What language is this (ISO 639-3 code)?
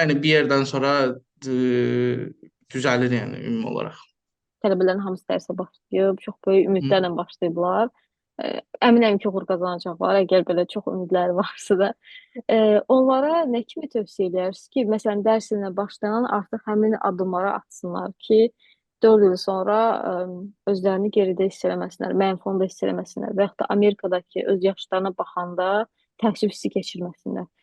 aze